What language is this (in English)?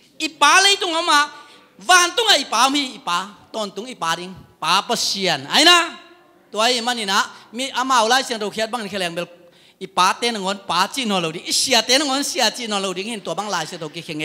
Tedim Chin